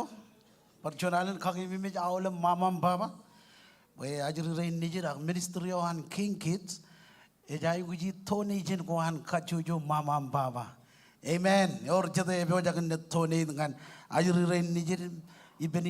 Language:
Marshallese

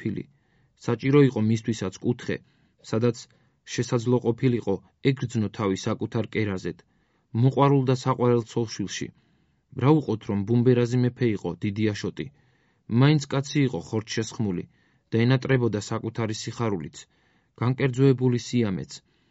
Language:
Georgian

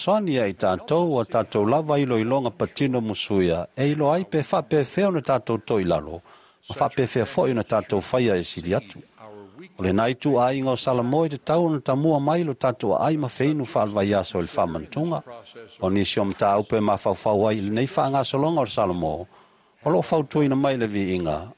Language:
Samoan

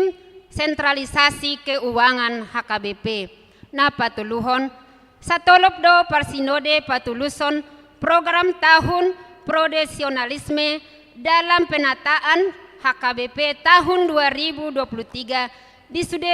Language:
Batak Toba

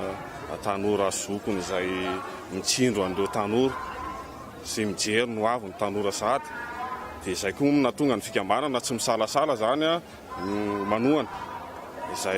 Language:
Malagasy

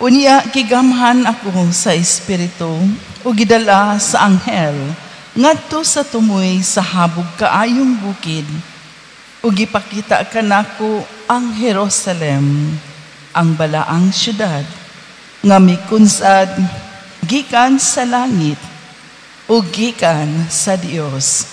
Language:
Cebuano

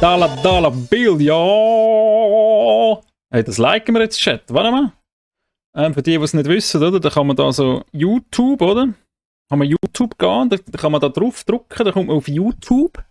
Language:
Swiss German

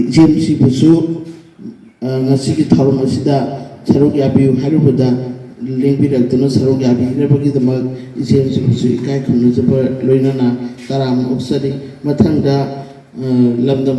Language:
Manipuri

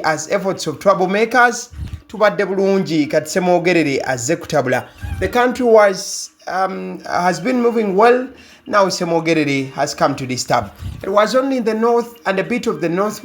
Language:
Ganda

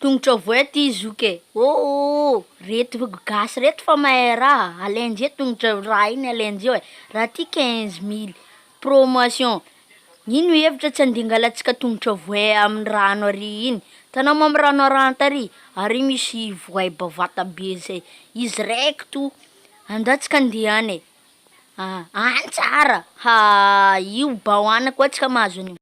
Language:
Malagasy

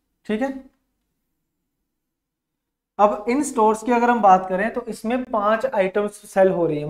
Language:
Hindi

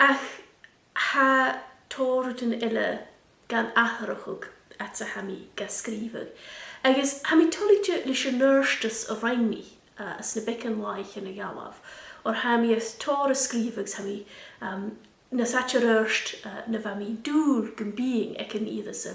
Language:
Scottish Gaelic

